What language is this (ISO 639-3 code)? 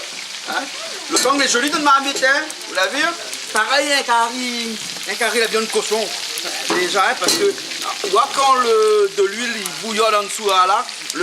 rcf